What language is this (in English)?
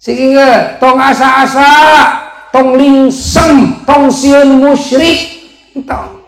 Sundanese